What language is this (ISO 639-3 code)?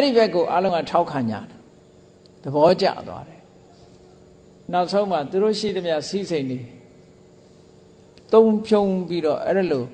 mya